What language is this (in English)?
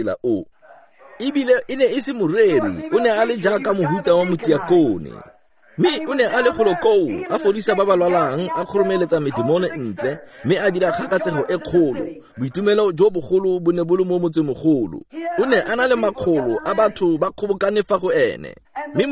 Tswana